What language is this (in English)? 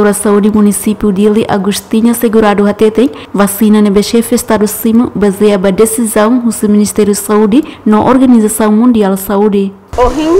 Tetum